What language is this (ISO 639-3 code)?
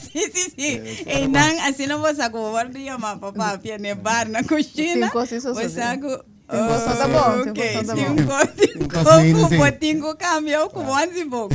pap